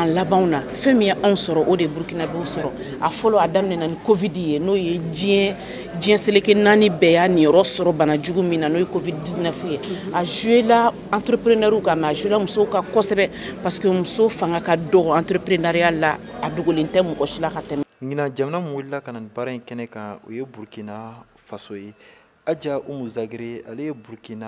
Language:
Bambara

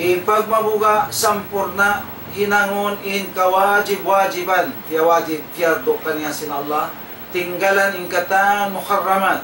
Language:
Tausug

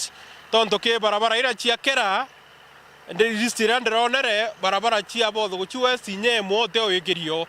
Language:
Meru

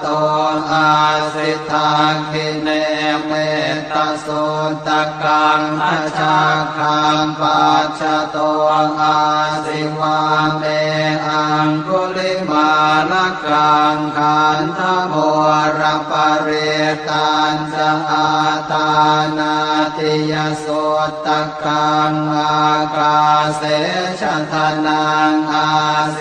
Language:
Pali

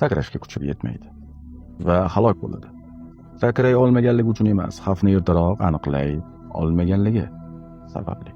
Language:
Uzbek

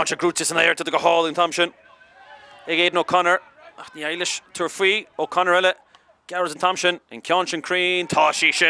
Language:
Irish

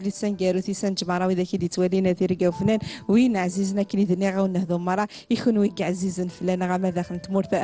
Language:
Kabyle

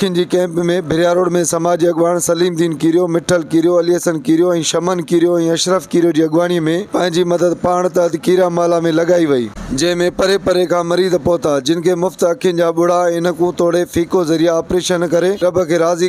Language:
Sindhi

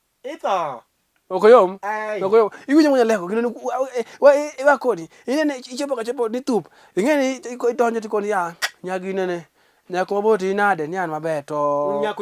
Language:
Luo (Kenya and Tanzania)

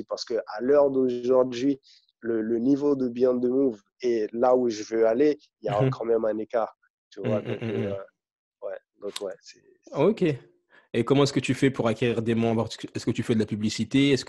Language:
French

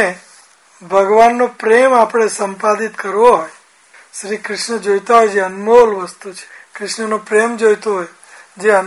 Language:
Gujarati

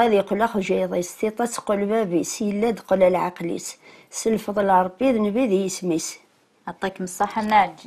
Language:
Kabyle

